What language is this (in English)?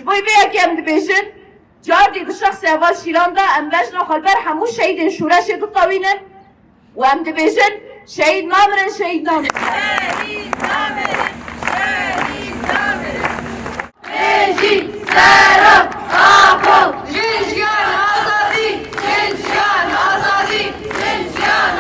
Kurdish